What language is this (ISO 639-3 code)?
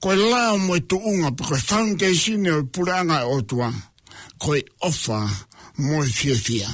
ton